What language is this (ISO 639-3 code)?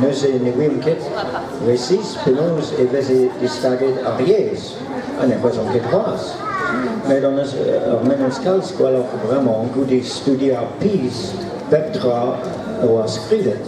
bre